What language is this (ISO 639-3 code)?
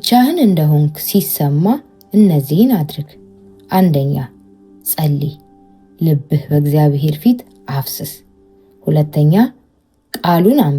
amh